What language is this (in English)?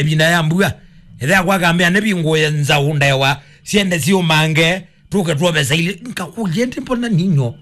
Kamba